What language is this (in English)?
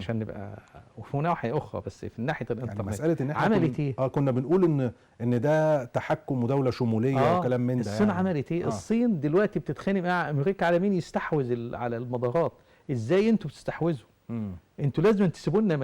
Egyptian Arabic